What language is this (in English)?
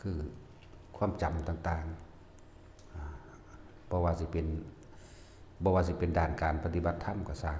Northeastern Thai